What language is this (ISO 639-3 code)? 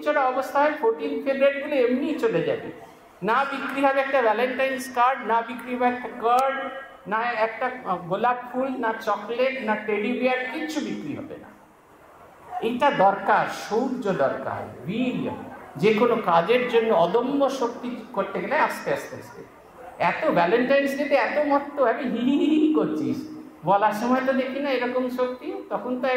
ben